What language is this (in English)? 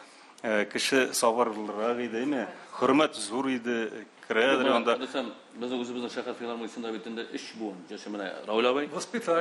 Tatar